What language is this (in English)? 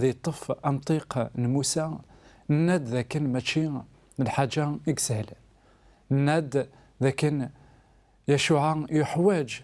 Kabyle